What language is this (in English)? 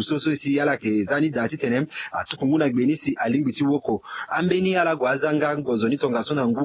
Sango